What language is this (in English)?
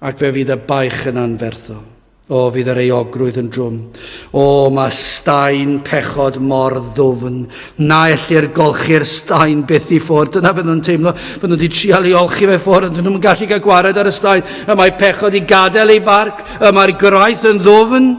Welsh